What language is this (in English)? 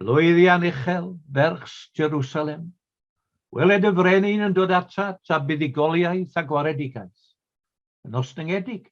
Welsh